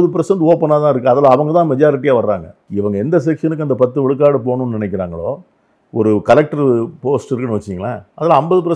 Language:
Tamil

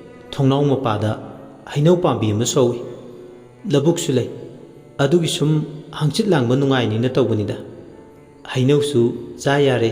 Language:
Manipuri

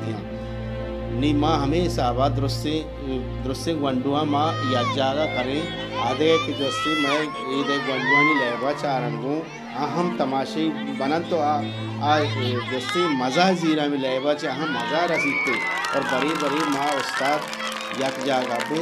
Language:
Baluchi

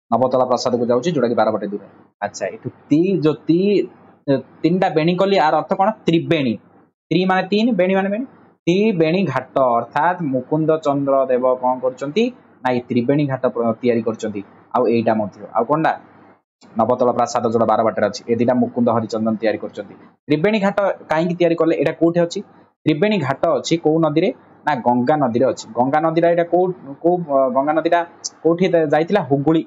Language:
Odia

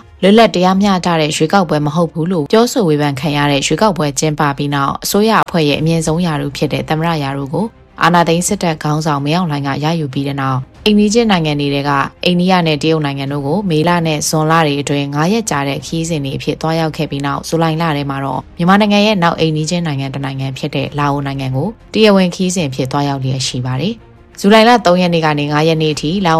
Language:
Burmese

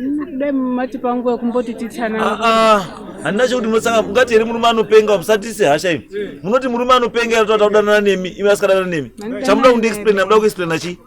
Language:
Shona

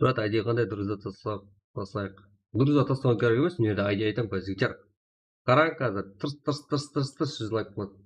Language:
Kara-Kalpak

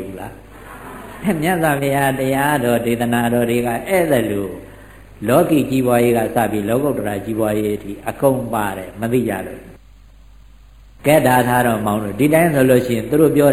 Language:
Burmese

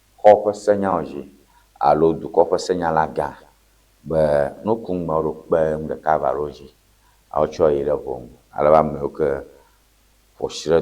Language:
Ewe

